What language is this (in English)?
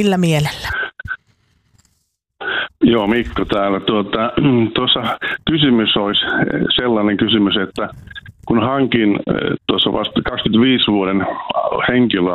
Finnish